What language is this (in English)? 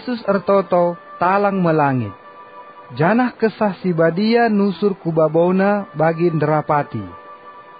Batak Karo